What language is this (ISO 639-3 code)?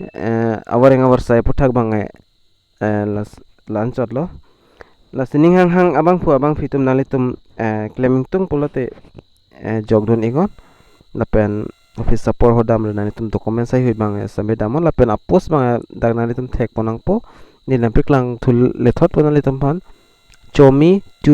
mjw